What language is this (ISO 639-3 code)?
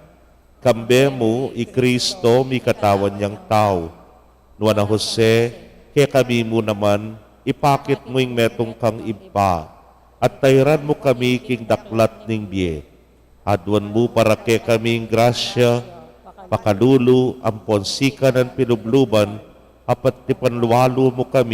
pam